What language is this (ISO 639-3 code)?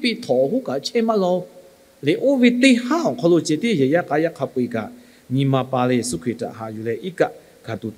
lhu